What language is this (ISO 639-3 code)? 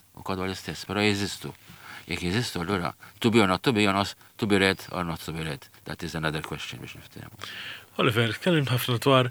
mlt